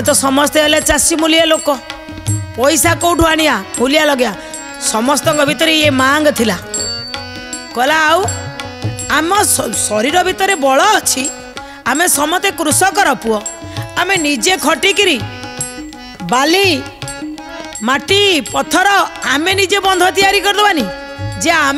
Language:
Odia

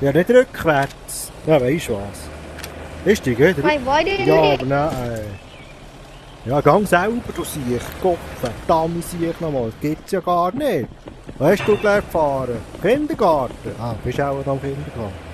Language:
Swiss German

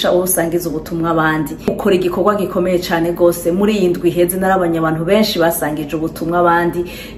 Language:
Rundi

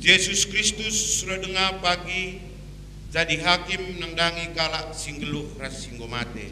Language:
Batak Karo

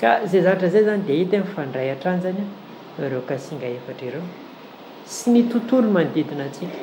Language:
Malagasy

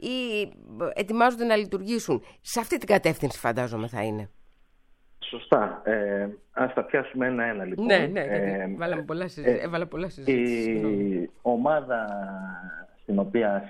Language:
Greek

